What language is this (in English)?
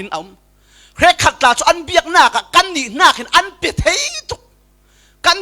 Falam Chin